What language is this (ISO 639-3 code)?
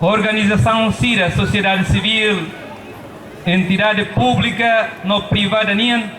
tet